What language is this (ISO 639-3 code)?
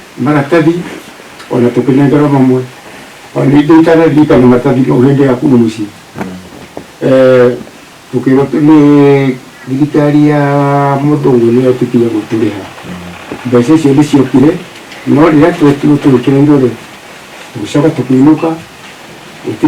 kik